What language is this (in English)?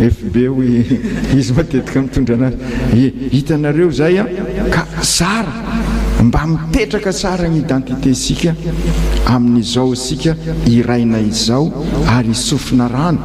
Malagasy